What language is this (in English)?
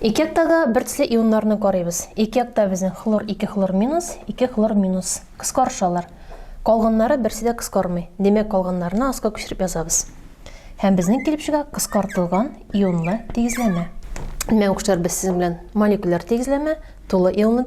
Tatar